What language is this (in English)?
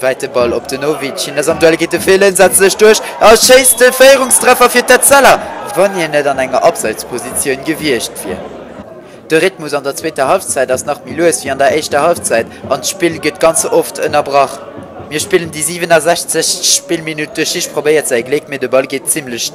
Luxembourgish